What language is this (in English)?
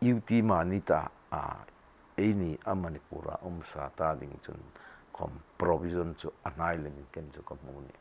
Hmar